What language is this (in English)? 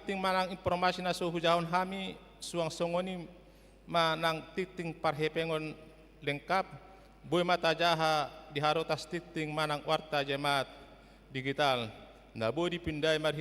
Batak Toba